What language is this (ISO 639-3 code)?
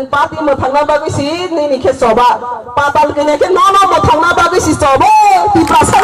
trp